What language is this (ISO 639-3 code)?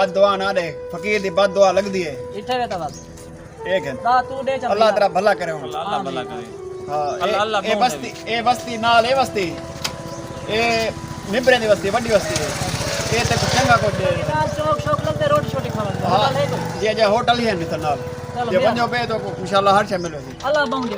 skr